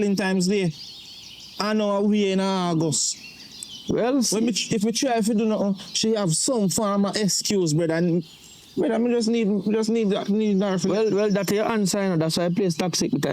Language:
Jamaican Creole English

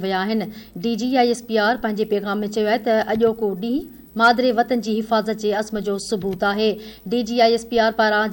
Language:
Sindhi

